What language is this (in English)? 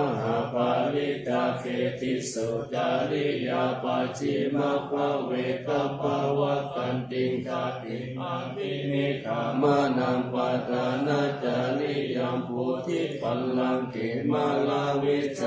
Pali